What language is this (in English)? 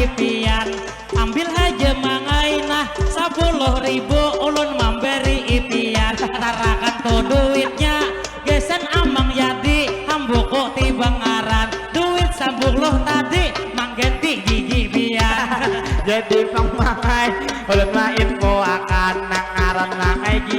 Banjar